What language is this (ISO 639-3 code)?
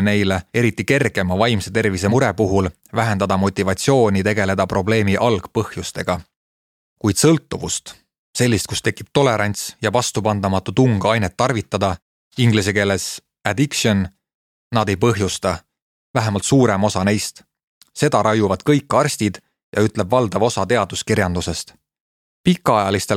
est